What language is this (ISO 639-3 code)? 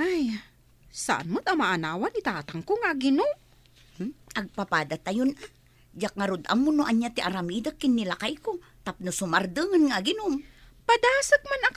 ilo